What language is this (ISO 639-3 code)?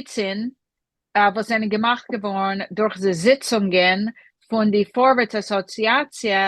yid